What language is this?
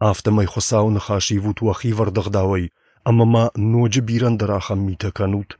Ossetic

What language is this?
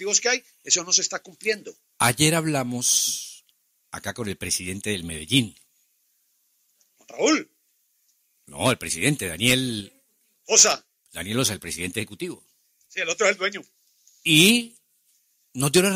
Spanish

